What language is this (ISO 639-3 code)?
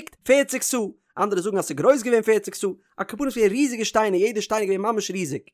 yid